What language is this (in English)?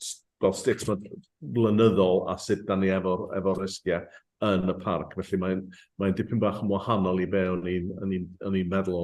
Welsh